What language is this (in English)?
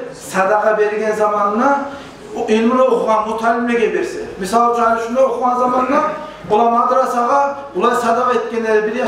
Kumyk